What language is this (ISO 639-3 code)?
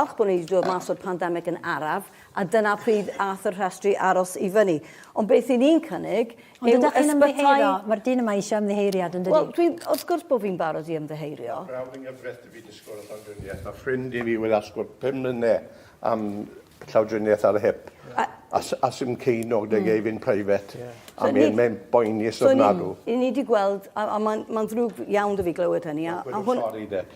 cym